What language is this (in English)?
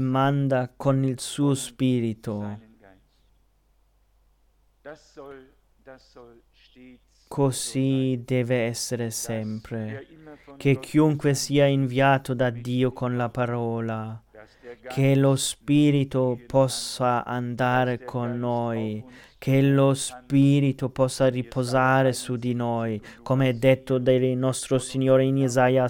Italian